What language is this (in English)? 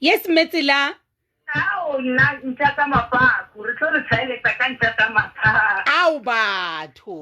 Southern Sotho